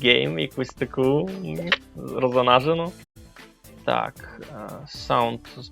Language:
Rusyn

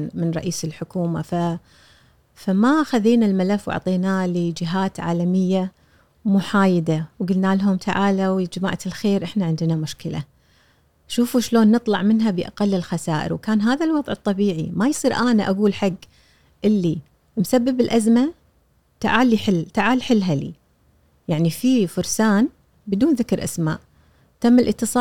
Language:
Gulf Arabic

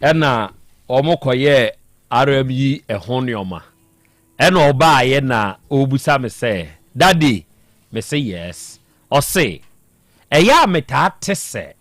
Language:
Akan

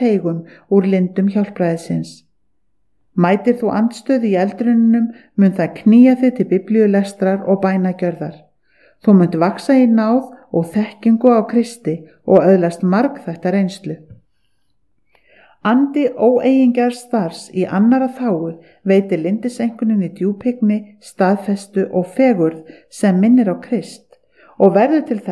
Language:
Icelandic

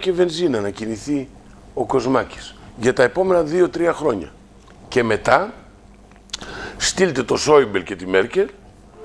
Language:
Greek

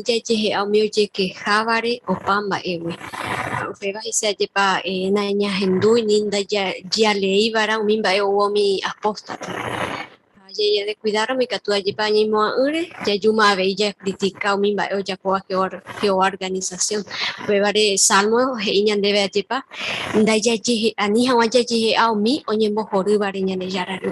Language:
Guarani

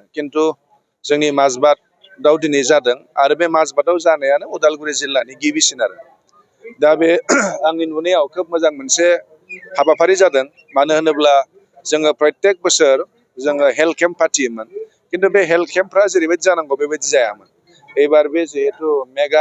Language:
Bodo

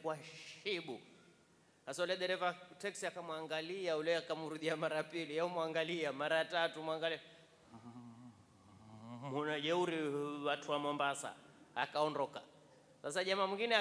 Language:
Swahili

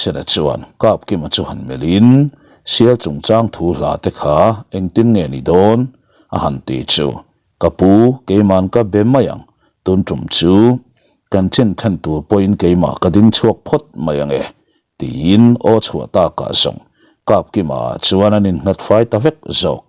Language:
Mizo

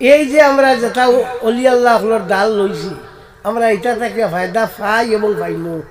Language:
Sylheti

